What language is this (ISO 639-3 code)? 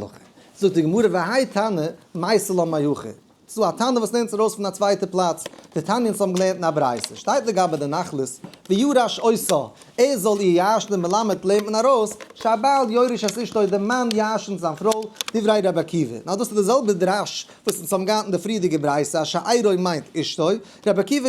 yid